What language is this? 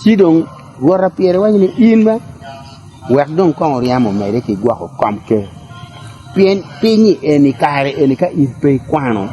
Acoli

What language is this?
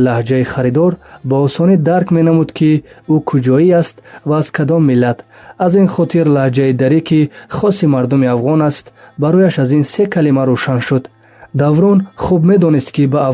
Tajik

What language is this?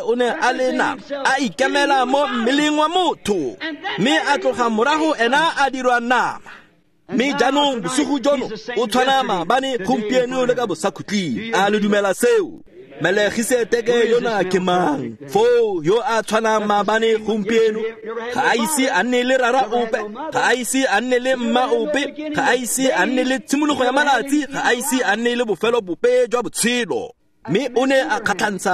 Tswana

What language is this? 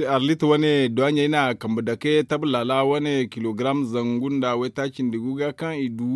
Zarma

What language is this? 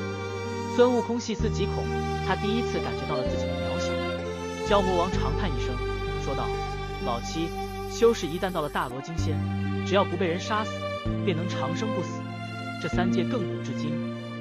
Chinese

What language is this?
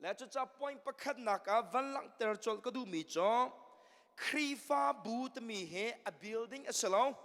Hakha Chin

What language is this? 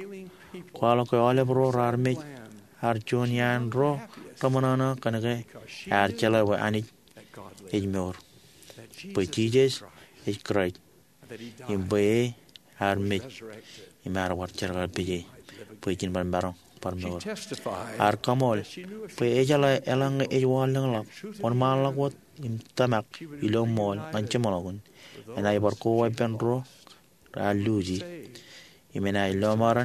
Marshallese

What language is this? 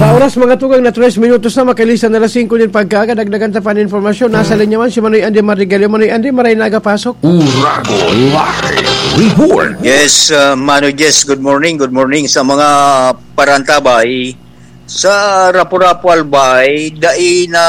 Bikol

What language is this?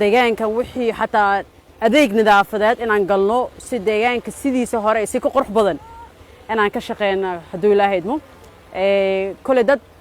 Somali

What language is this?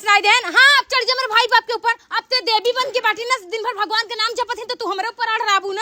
Awadhi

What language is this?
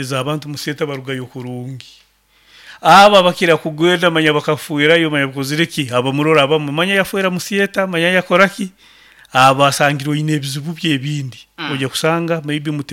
Nyankole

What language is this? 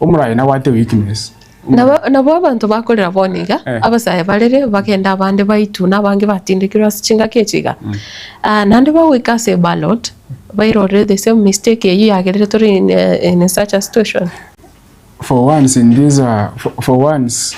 Gusii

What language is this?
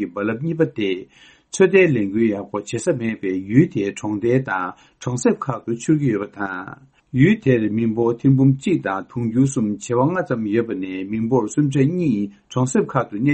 Tibetan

